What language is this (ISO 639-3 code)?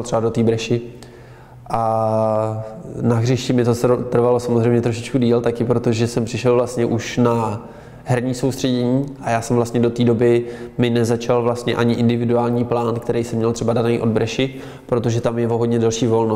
ces